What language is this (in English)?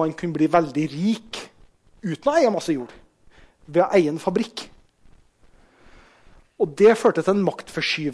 Norwegian